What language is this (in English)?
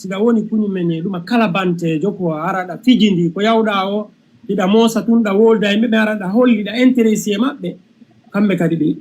Fula